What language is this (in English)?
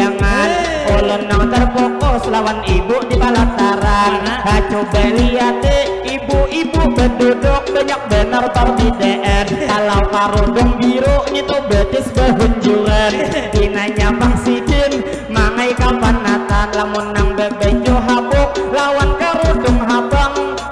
Banjar